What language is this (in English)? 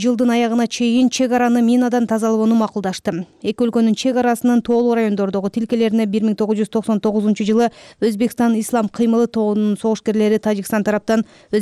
Kyrgyz